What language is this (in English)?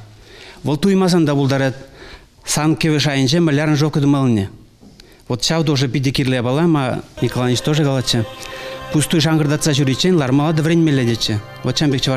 Chuvash